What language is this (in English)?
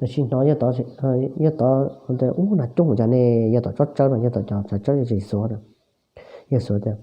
Hmong